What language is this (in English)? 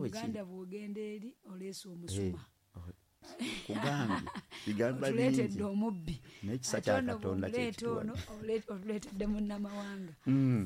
Ganda